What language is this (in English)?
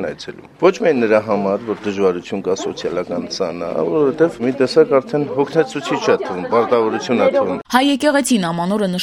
Armenian